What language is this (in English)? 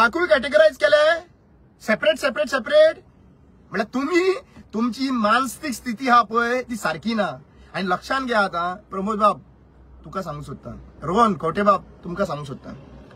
Konkani